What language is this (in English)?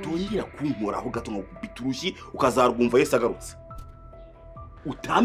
Kinyarwanda